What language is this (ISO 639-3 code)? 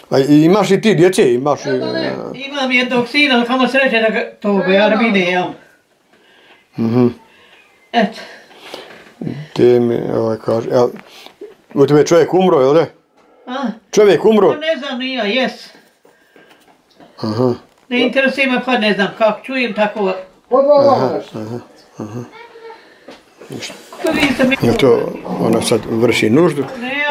bos